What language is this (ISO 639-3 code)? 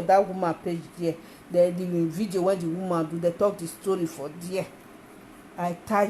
pcm